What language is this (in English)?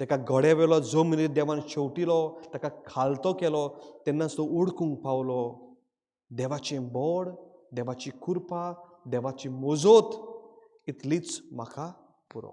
Konkani